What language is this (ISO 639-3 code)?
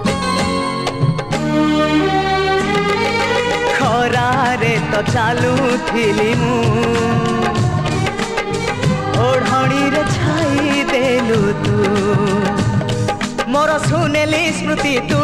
ori